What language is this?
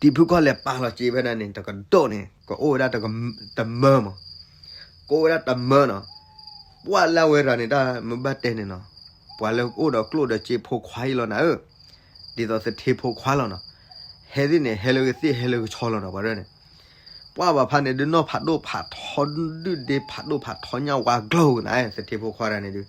S'gaw Karen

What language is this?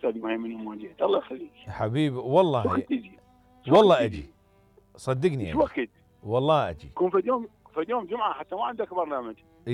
Mesopotamian Arabic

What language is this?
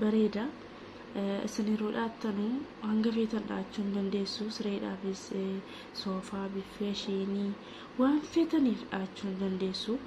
Oromo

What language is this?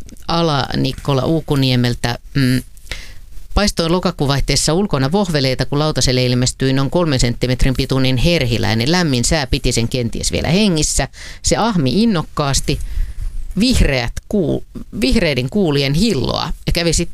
Finnish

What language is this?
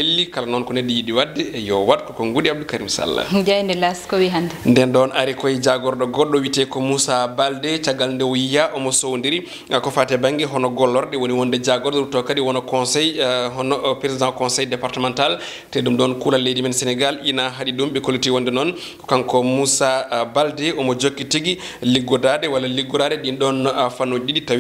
Fula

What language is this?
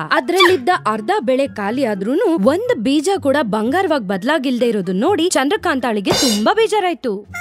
Kannada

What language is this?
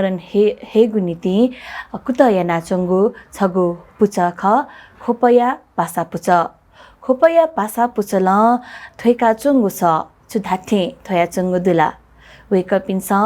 Newari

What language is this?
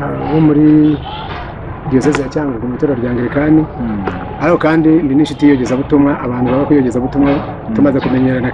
Kinyarwanda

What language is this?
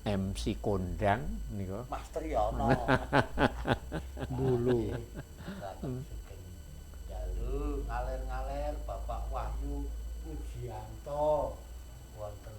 Javanese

